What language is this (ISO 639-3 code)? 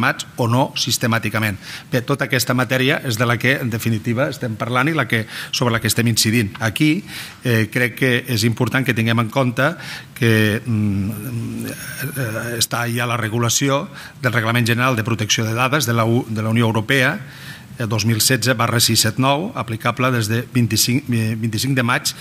cat